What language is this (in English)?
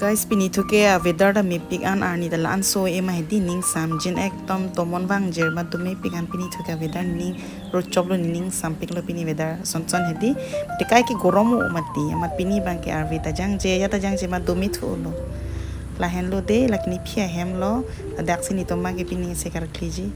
Karbi